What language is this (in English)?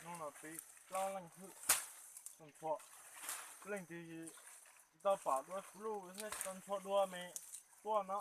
Hmong